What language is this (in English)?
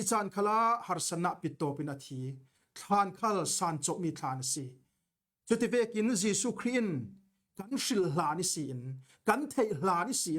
Falam Chin